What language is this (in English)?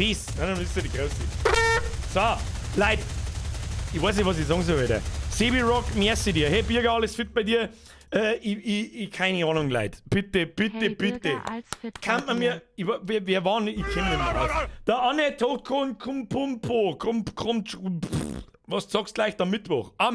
Bavarian